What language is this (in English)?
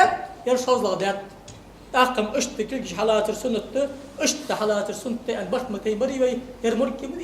Ingush